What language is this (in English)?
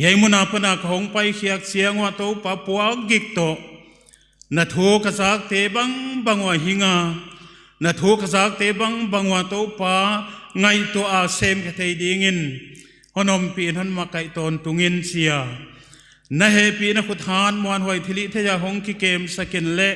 Paite Chin